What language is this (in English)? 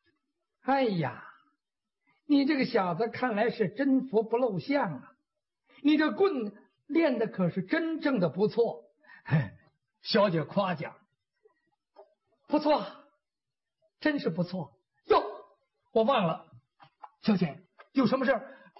Chinese